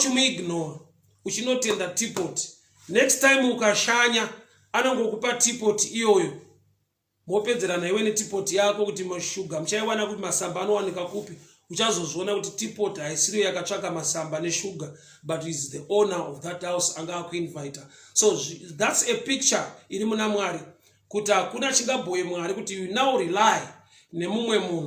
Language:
Shona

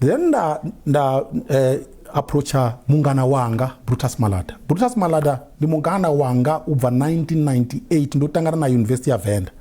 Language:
Venda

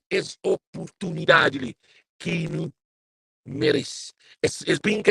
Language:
Kabuverdianu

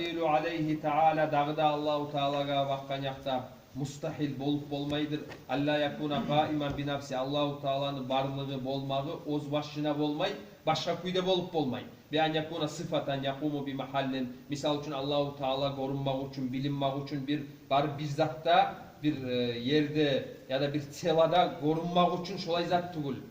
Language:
Kumyk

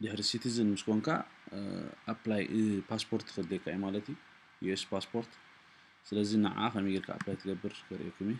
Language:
Tigrinya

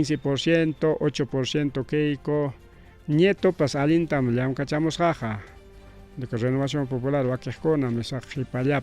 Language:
Ayacucho Quechua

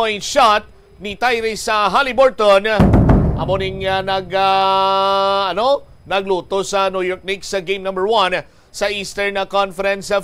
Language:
Hiligaynon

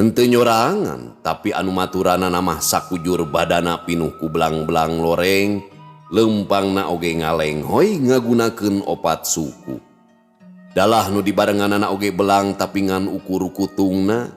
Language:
Sundanese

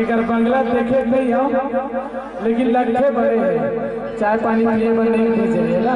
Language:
Chhattisgarhi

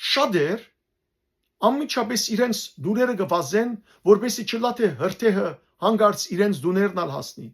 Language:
Western Armenian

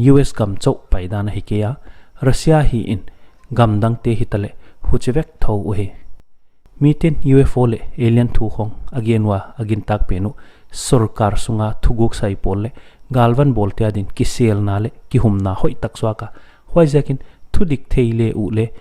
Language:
Paite Chin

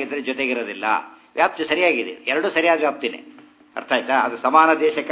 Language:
Kannada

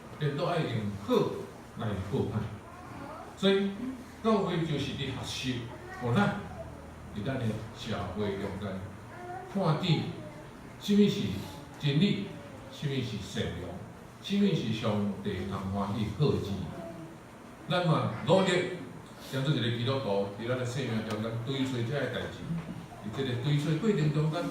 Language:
Min Nan Chinese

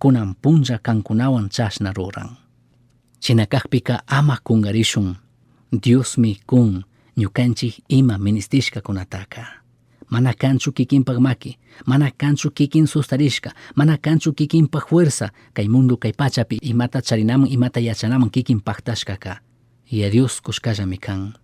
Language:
Chimborazo Highland Quichua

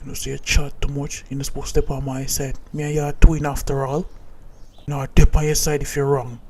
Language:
Jamaican Creole English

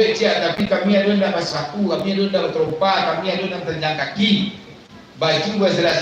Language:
Minangkabau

